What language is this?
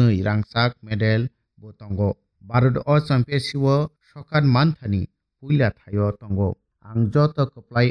Kok Borok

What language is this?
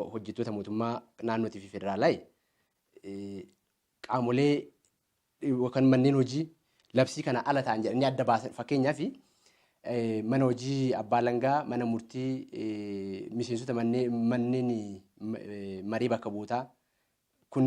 Oromo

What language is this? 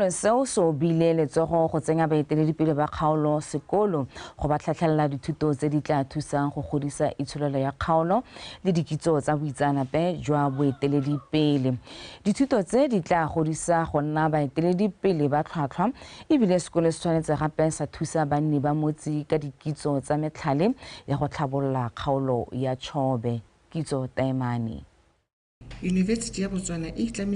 Tswana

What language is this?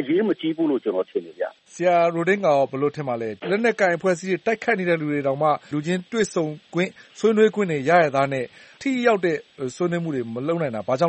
Burmese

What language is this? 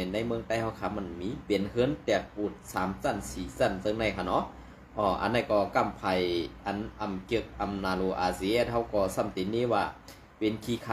Shan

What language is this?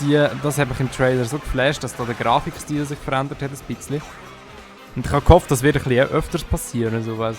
Swiss German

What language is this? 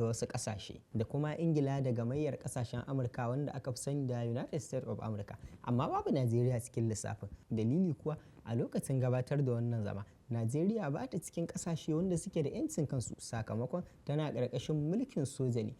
Hausa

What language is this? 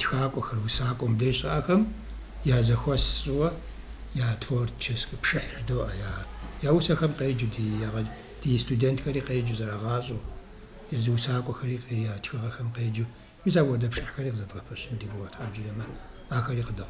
Kabardian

